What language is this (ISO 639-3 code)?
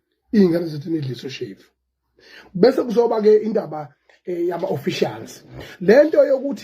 zul